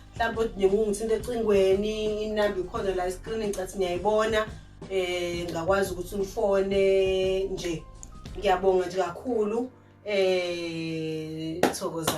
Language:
Zulu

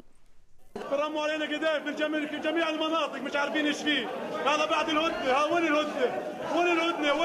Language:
Urdu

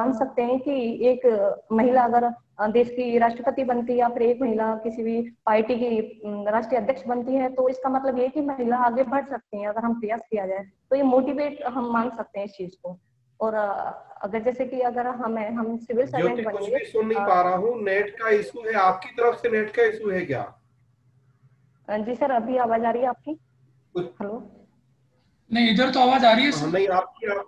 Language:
Hindi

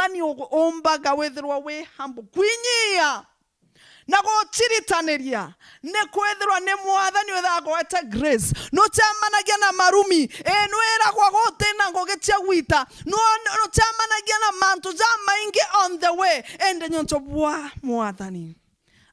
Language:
Meru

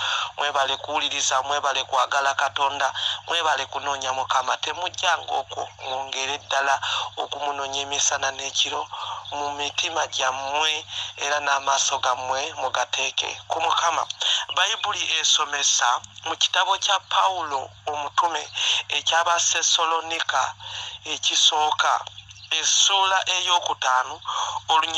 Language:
Ganda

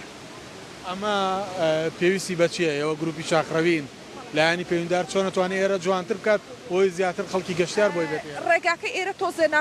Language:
Central Kurdish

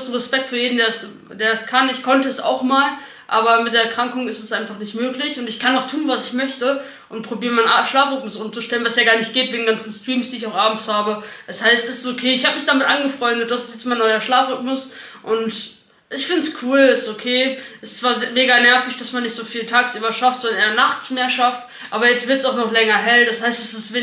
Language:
German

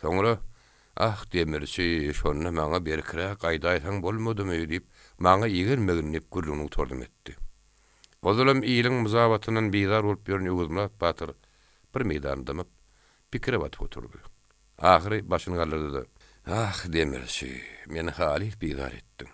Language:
Turkmen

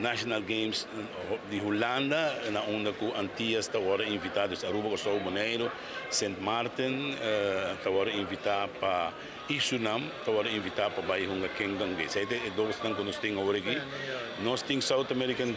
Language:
Papiamento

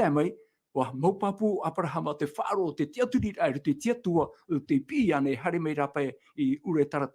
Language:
Tahitian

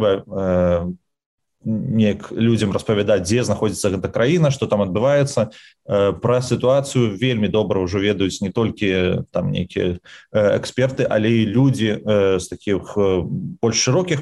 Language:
Belarusian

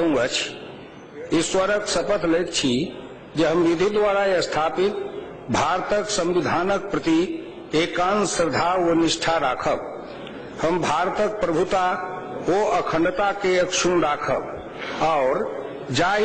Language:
Maithili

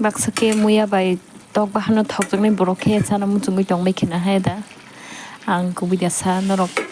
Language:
Kok Borok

